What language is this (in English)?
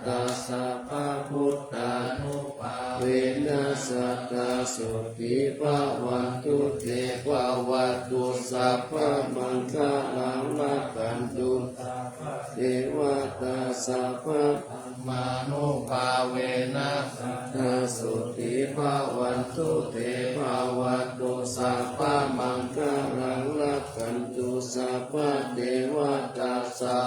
Pali